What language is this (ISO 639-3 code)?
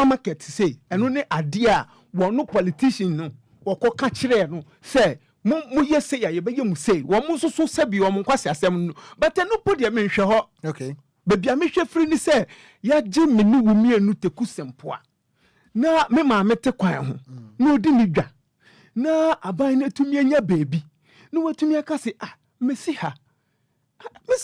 aka